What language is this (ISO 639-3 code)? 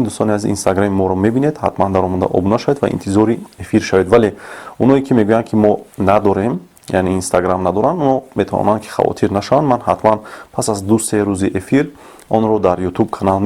tgk